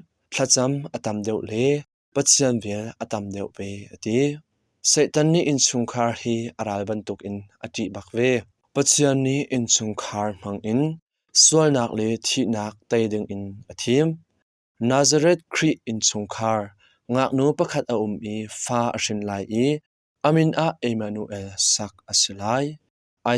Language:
Hakha Chin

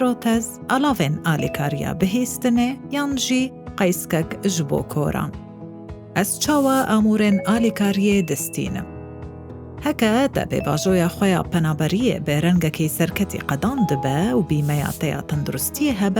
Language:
Kurdish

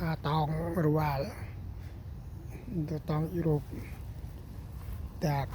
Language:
Central Mnong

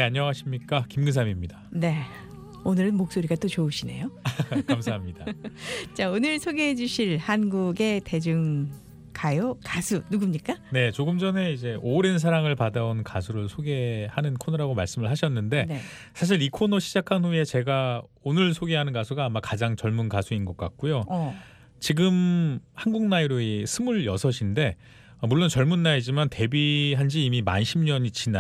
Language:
Korean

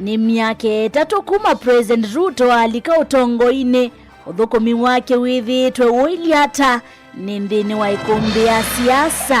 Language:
Kamba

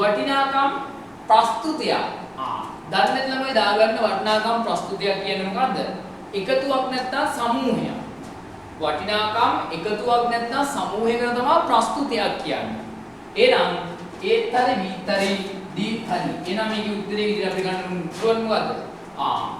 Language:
Sinhala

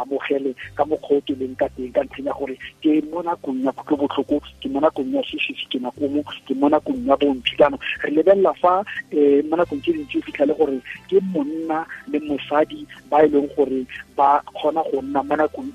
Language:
Tswana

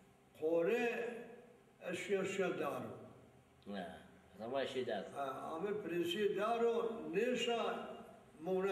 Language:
Zaza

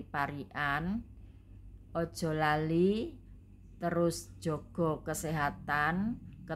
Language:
Javanese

